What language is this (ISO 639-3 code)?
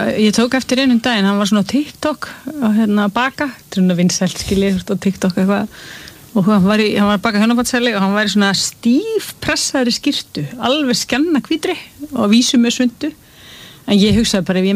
isl